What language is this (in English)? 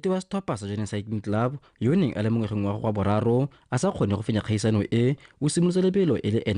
Tswana